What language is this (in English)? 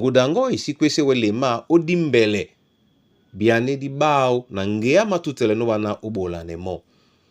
Duala